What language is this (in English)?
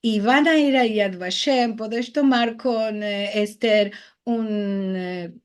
Ladino